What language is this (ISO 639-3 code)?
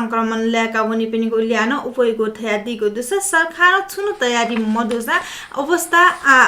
new